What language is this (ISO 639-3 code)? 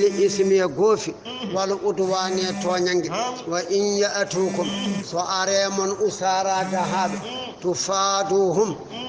ful